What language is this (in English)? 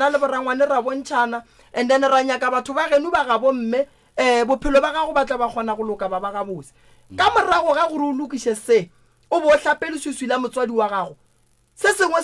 Northern Sotho